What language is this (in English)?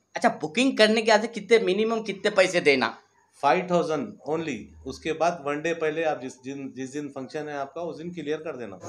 Hindi